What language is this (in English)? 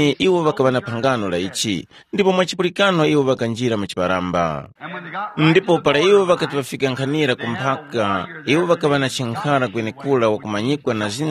Tumbuka